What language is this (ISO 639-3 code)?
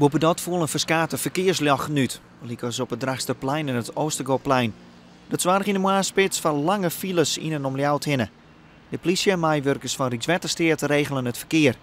fry